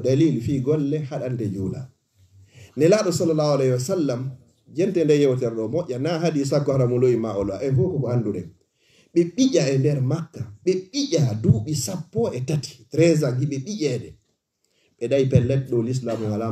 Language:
Fula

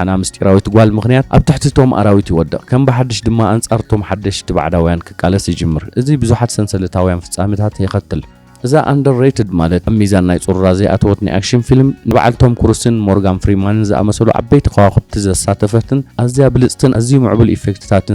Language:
Tigrinya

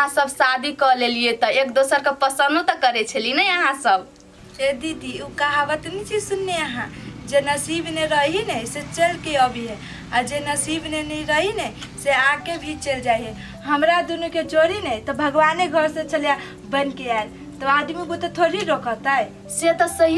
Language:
Maithili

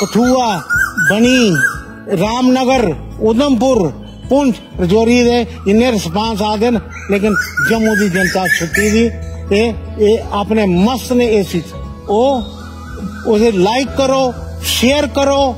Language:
Dogri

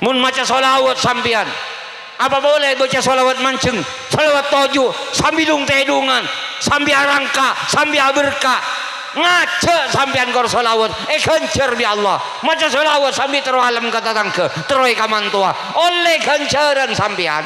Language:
Madurese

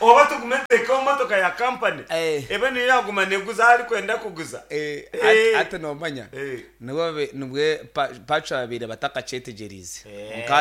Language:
Nyankole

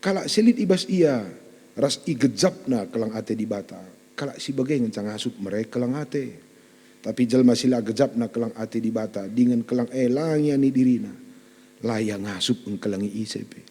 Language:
Batak Karo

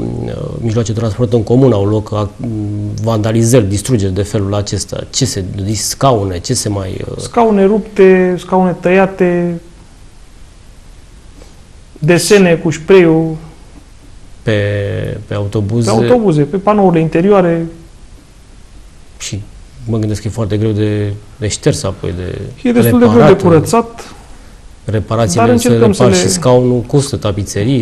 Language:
Romanian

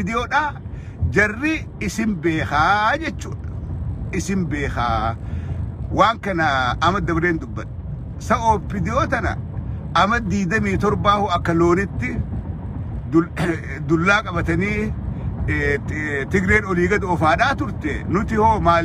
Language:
Oromo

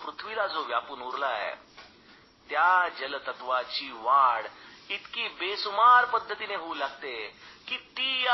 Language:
Marathi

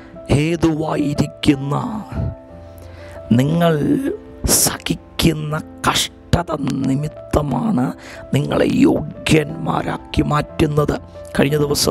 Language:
Malayalam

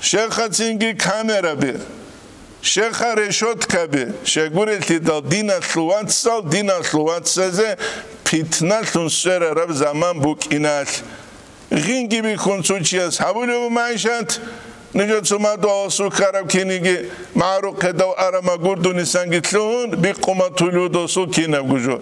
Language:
Avaric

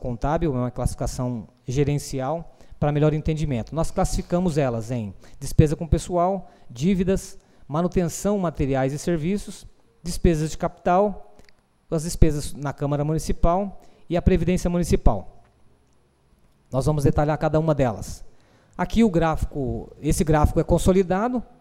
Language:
Portuguese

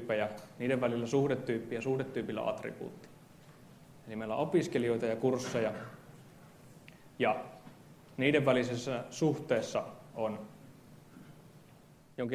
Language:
Finnish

